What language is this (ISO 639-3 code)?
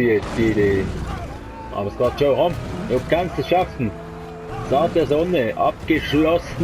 gsw